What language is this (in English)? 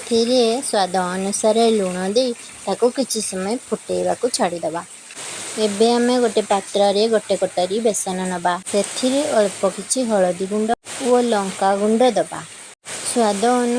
Odia